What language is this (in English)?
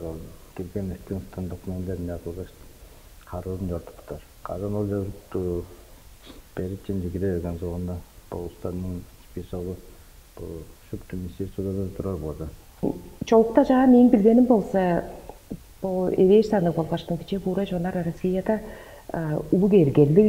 Tuvinian